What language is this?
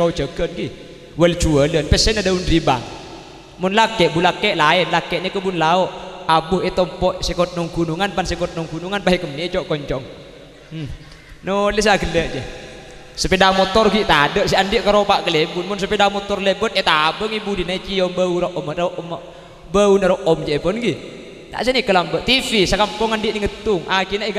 Madurese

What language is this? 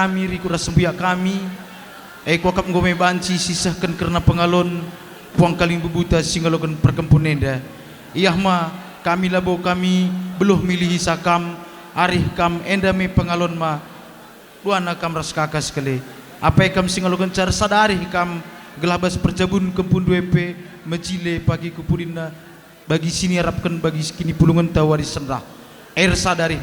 Batak Karo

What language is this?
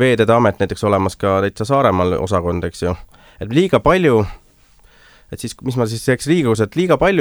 Estonian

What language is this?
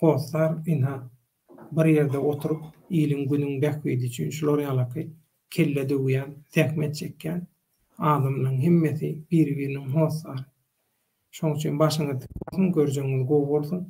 Turkmen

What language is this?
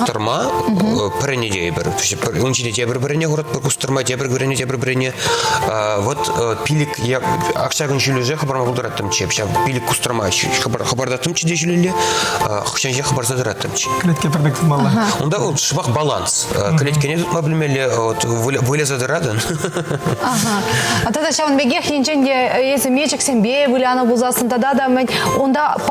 Chuvash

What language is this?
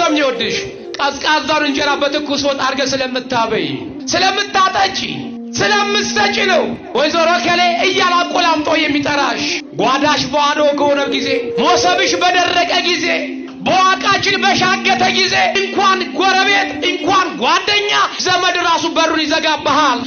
Amharic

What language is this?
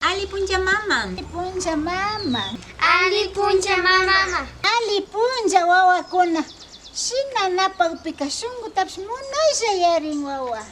Imbabura Highland Quichua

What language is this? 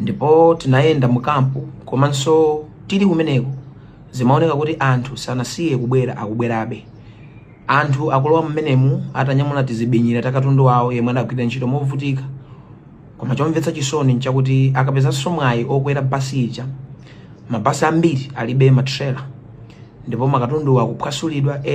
Nyanja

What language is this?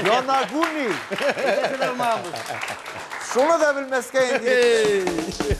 Tatar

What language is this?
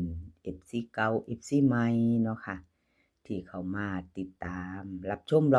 Lao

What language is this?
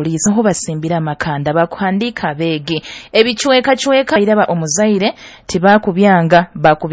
Nyoro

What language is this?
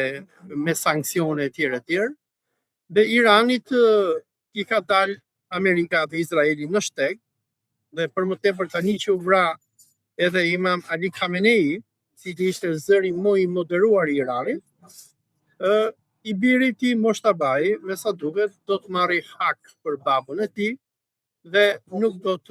Albanian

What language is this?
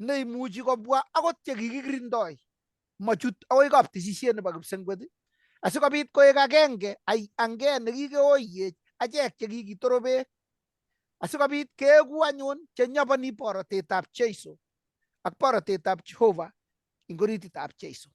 Kalenjin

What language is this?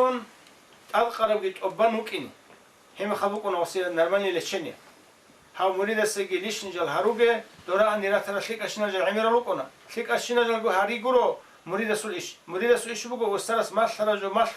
Avaric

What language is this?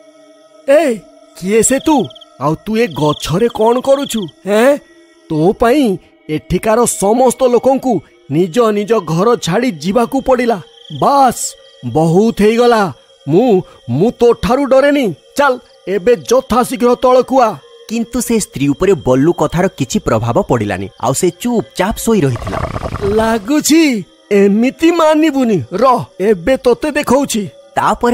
Odia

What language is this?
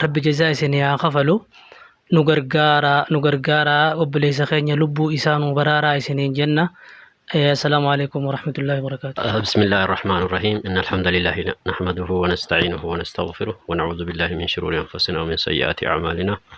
Oromo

